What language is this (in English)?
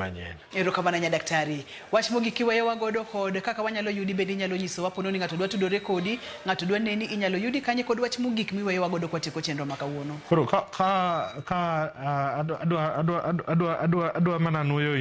Luo (Kenya and Tanzania)